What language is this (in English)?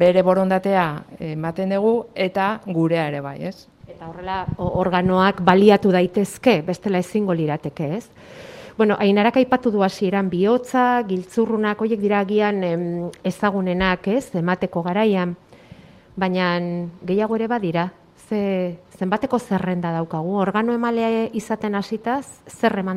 Basque